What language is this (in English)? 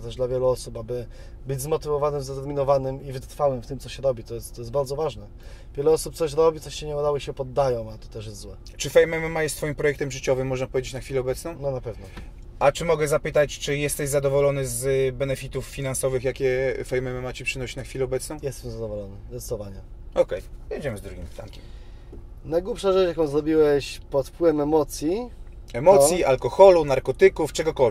Polish